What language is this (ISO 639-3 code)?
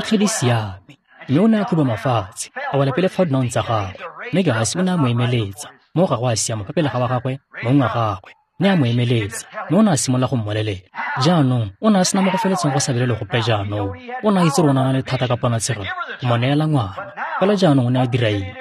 tsn